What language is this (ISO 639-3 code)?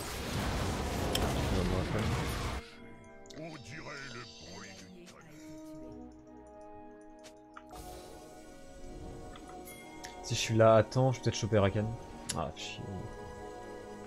fra